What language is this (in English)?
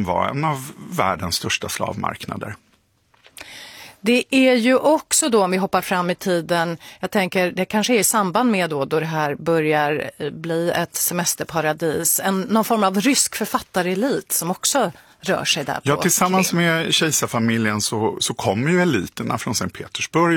Swedish